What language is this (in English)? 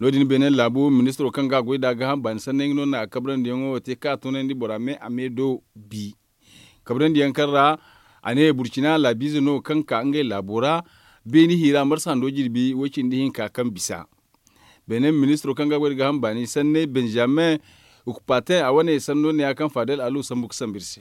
Zarma